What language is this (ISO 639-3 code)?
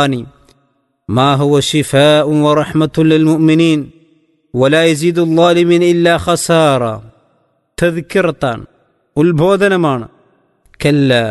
mal